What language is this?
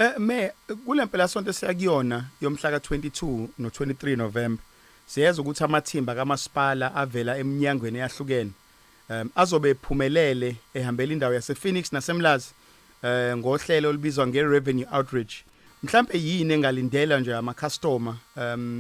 Zulu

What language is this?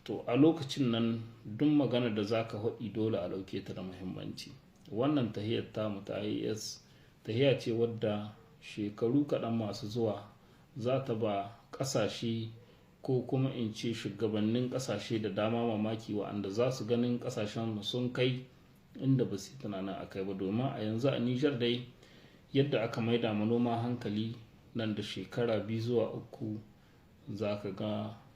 Hausa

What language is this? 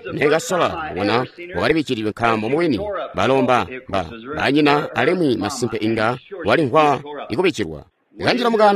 Tonga (Zambia)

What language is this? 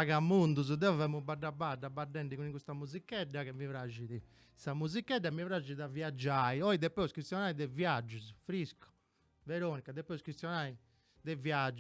Sardinian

